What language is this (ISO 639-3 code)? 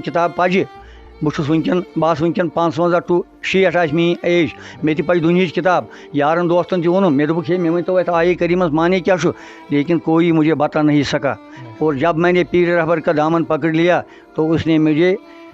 kas